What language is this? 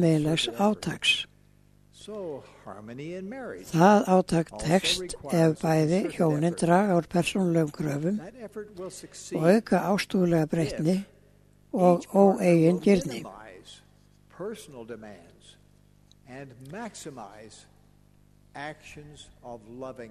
Icelandic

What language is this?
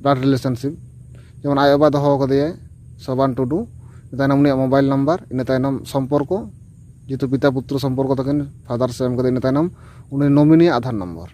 Santali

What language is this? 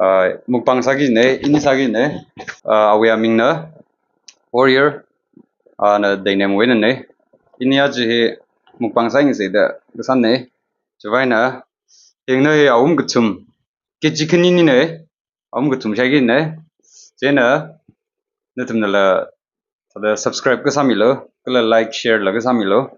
Tangkhul Naga (India)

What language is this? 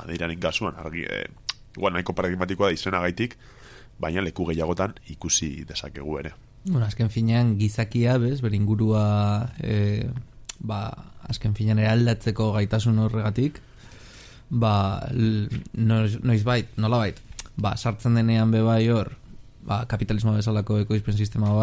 Basque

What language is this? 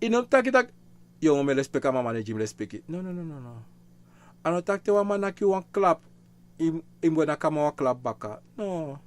Sranan Tongo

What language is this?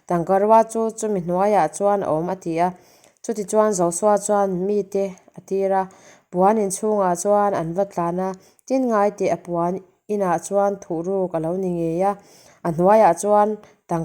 Mizo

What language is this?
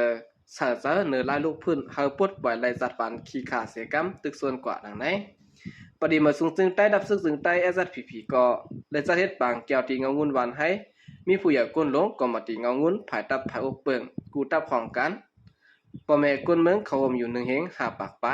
Shan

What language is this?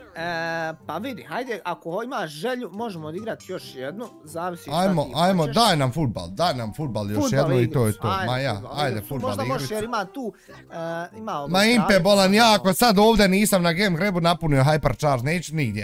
Bosnian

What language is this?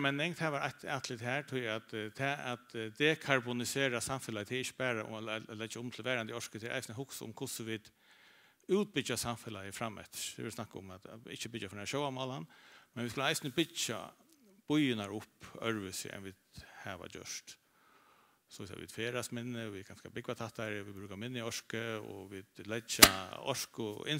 Faroese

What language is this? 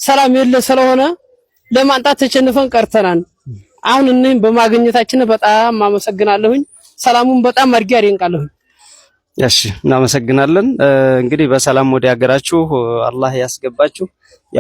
Amharic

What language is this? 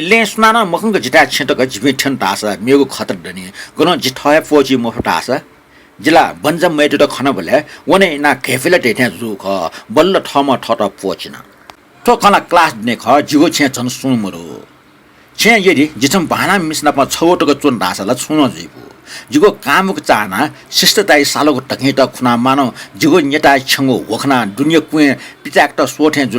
Newari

